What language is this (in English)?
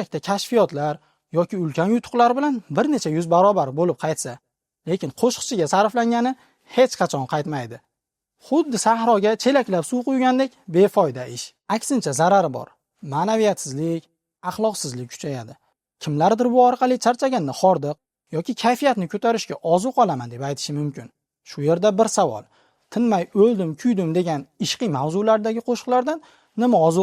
Uzbek